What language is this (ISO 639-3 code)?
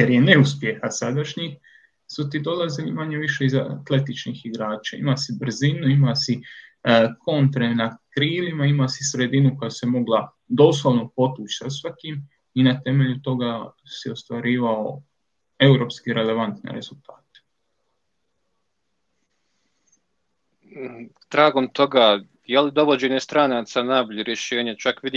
hrv